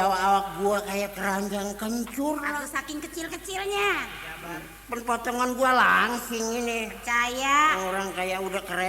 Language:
Betawi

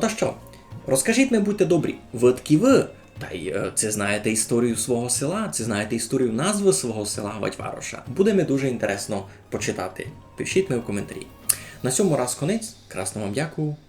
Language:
Rusyn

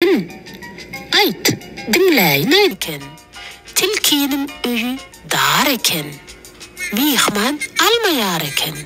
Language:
Turkmen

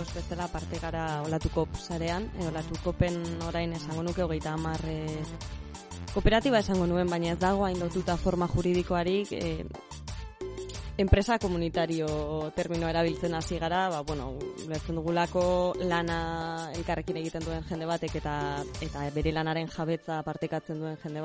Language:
Basque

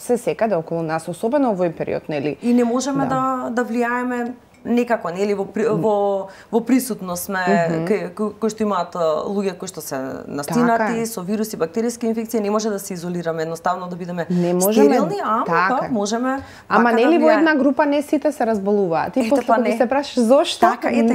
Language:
Macedonian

